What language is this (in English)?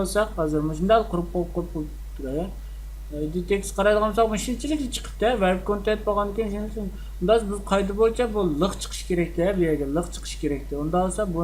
Uyghur